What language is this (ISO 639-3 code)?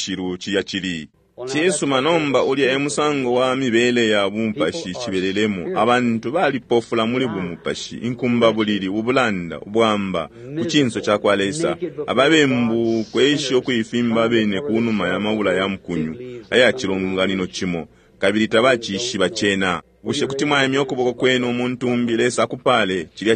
bem